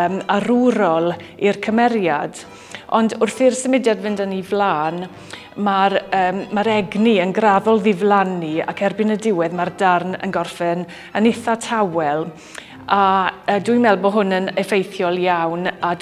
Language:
Welsh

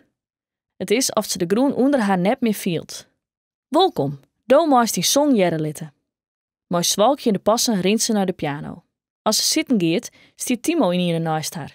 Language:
Western Frisian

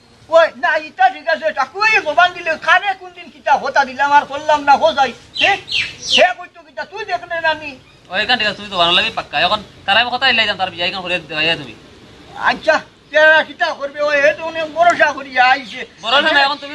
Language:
Sylheti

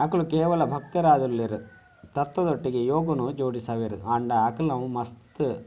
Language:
Tulu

